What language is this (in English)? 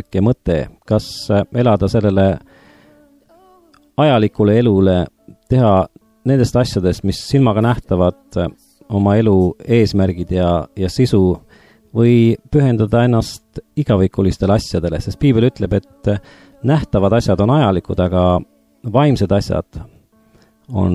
Estonian